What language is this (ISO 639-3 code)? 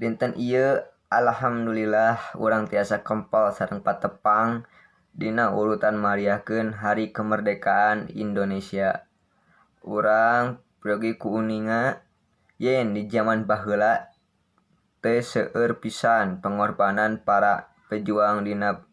sun